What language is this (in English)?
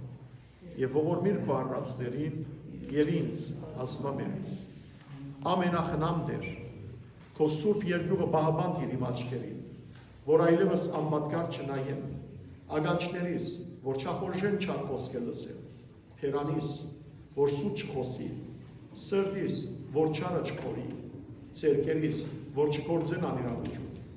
Western Armenian